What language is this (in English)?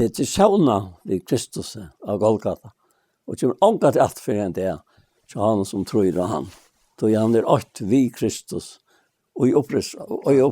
Faroese